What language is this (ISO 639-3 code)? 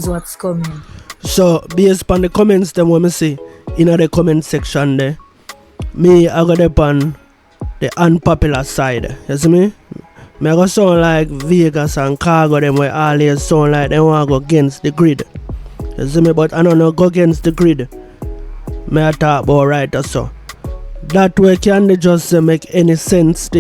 jam